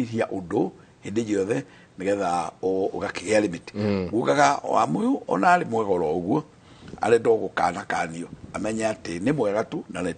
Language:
Kikuyu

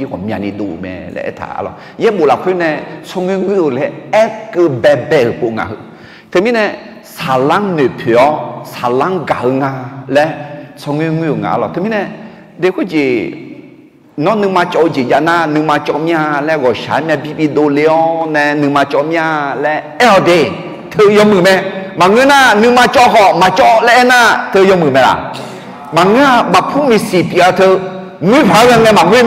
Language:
Akha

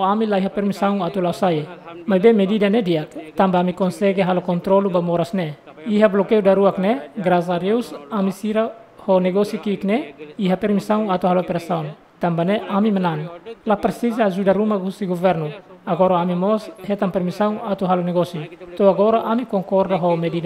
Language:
Tetum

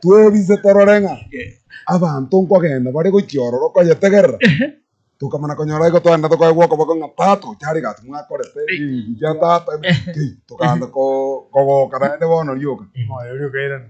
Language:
Gusii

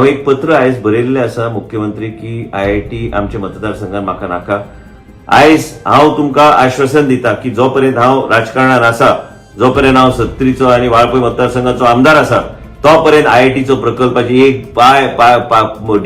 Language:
Konkani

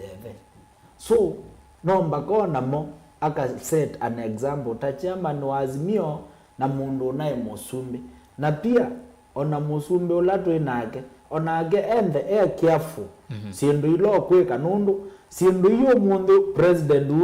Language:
Kamba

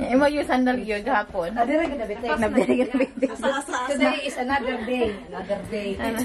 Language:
Cebuano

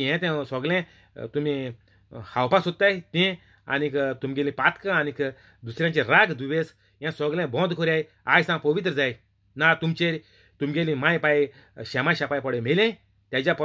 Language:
Konkani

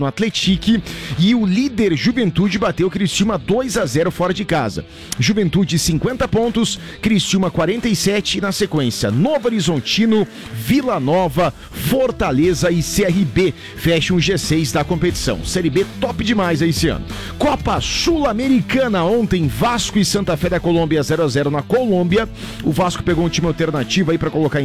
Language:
Portuguese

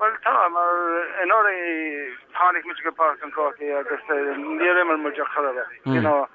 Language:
Irish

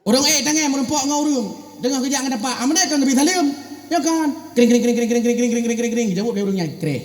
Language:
Achinese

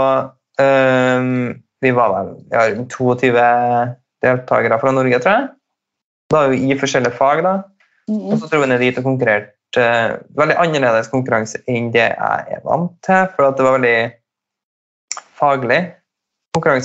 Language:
Norwegian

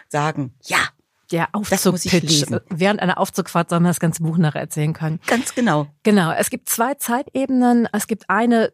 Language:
German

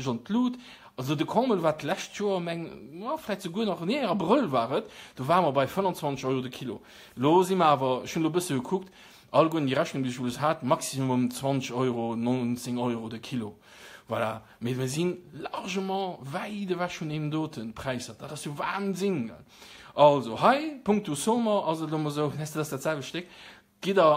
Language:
Luxembourgish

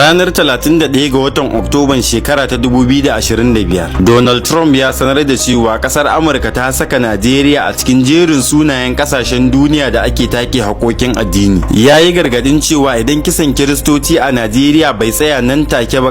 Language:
Hausa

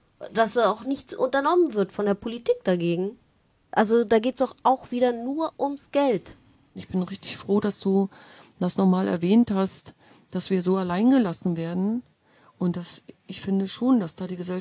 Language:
German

